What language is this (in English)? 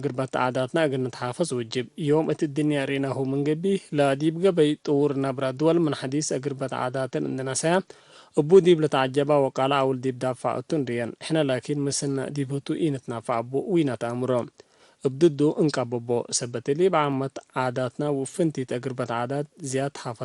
Tigre